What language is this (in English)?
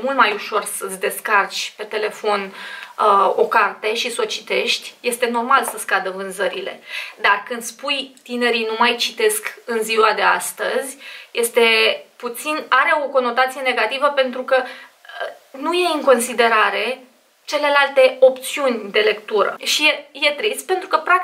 Romanian